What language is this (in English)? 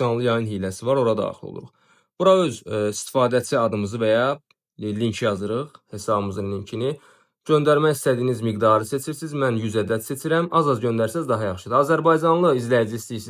Azerbaijani